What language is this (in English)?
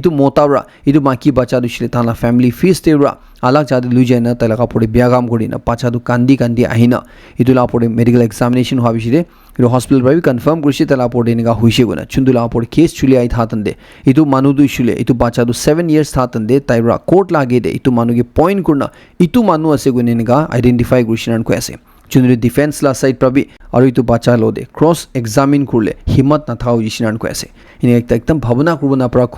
Naga Pidgin